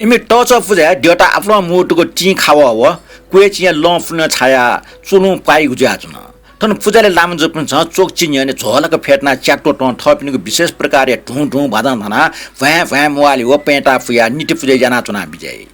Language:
Newari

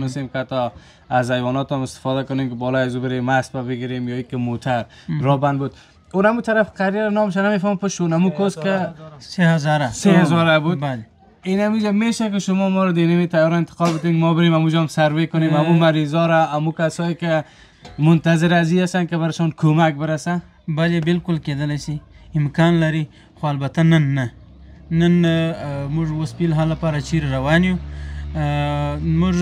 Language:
Persian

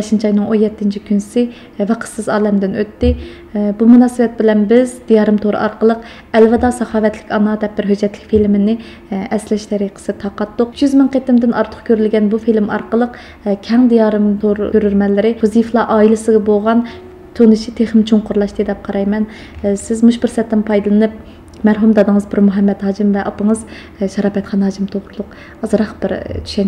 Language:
Uyghur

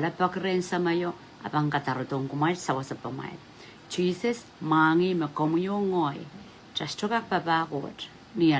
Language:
Pohnpeian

